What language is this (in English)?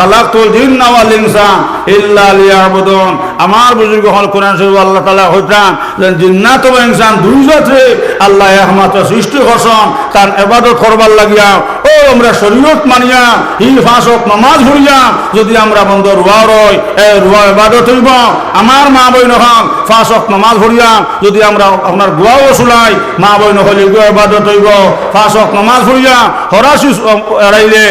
Sylheti